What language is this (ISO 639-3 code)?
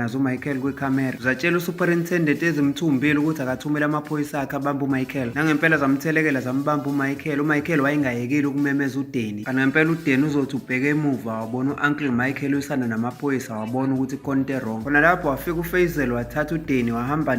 zul